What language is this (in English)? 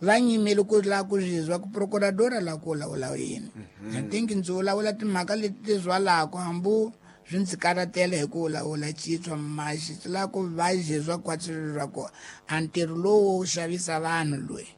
Tsonga